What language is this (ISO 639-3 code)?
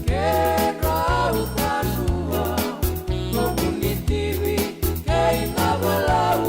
fij